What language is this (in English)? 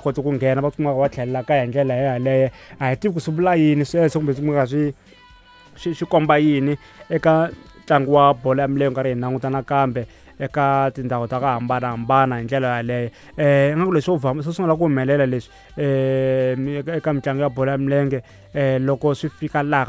Tsonga